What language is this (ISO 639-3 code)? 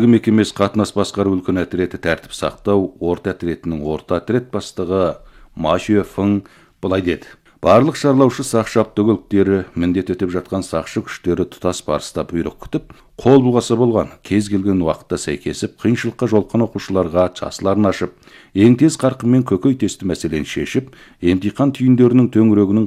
kaz